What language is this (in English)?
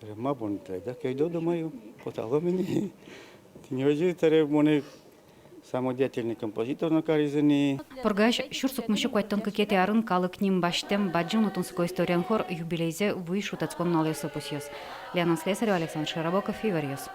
Udmurt